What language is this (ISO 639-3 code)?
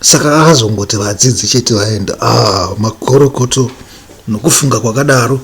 sna